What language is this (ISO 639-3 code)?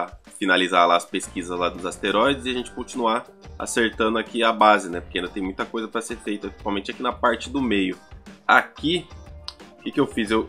por